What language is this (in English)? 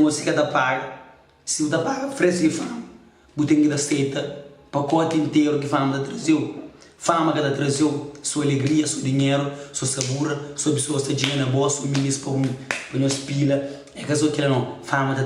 Kabuverdianu